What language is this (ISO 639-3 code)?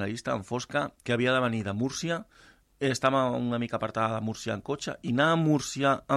cat